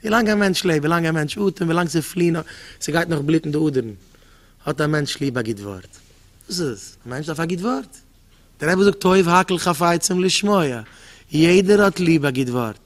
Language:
Yiddish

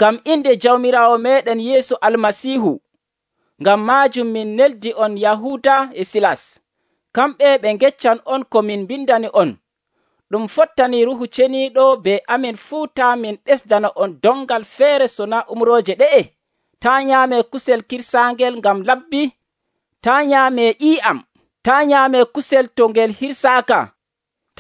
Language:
Nigerian Fulfulde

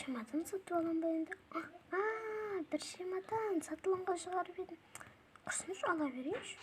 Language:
Kazakh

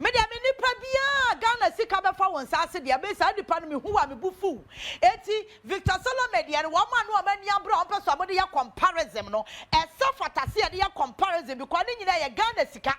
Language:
Akan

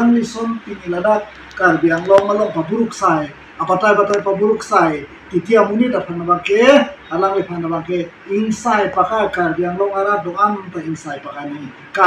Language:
Karbi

